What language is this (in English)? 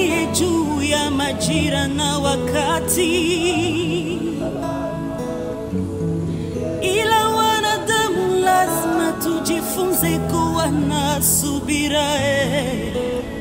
Swahili